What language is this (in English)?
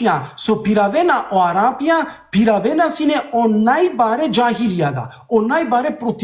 Balkan Romani